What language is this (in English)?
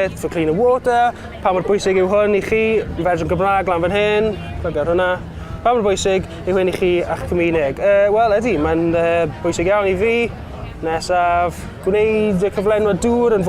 Welsh